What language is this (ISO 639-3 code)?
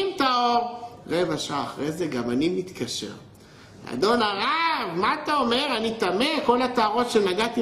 heb